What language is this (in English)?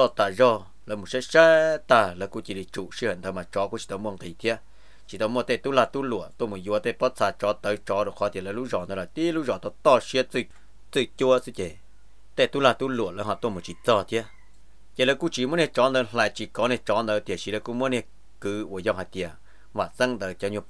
Vietnamese